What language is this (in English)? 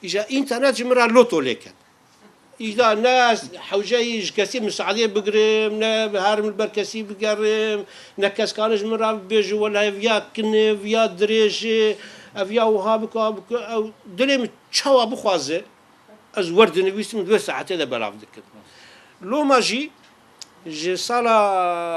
Kurdish